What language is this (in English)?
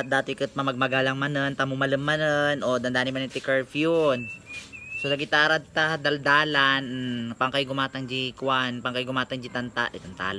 Iloko